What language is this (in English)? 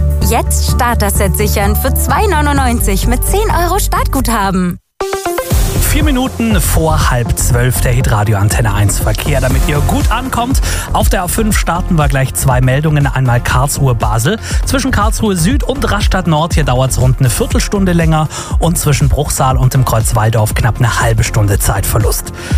German